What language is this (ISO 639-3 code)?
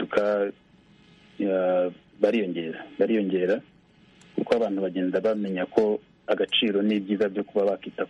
kin